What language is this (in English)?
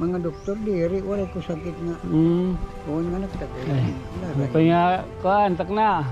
Waray